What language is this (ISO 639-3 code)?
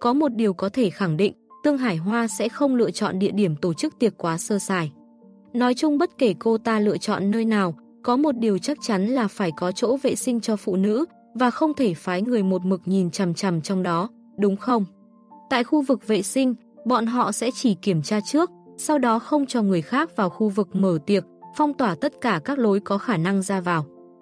vie